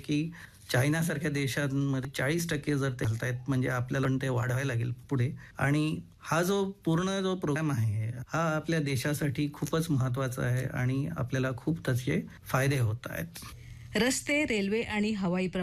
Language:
Marathi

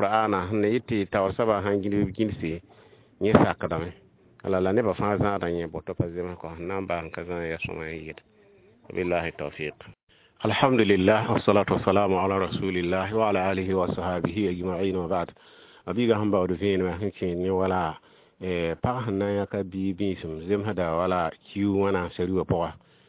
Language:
Mossi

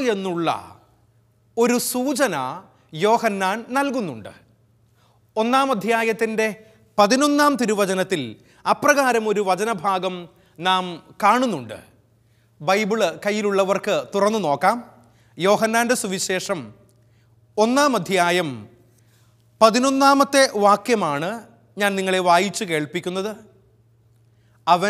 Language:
Malayalam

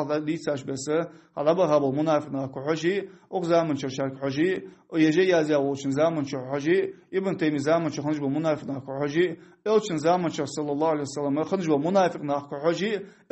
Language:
Ingush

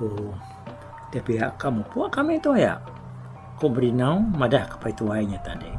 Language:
Iban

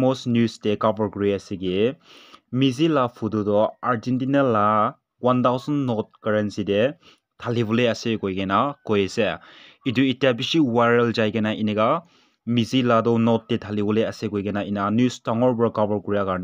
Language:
Naga Pidgin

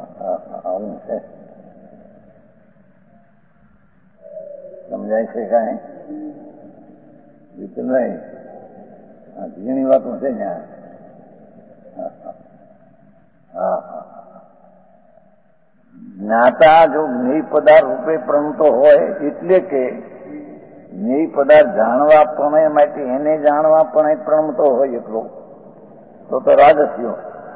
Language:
Gujarati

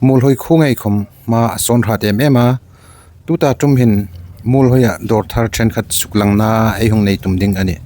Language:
Hmar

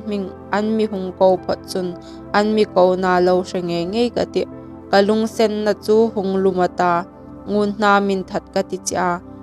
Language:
Hmar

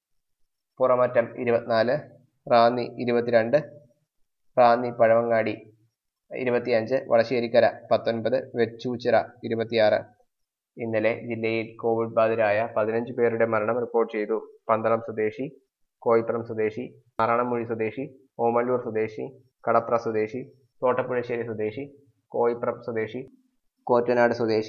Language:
Malayalam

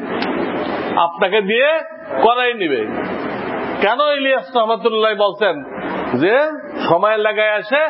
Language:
Bangla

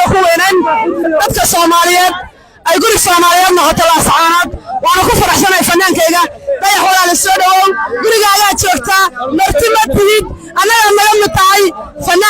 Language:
Somali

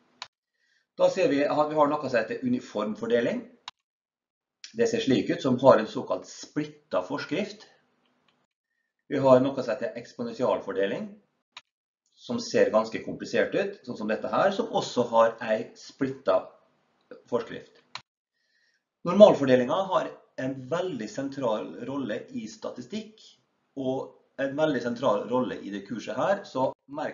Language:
Norwegian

